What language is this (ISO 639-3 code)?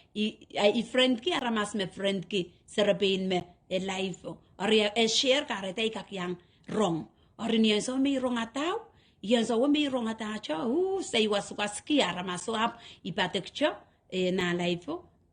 pon